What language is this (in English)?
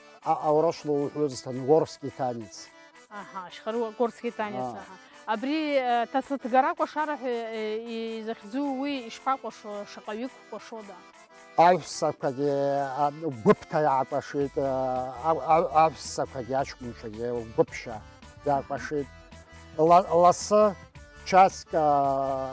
Abkhazian